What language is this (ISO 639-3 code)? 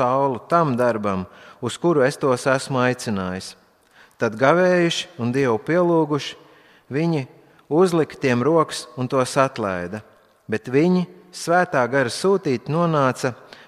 lav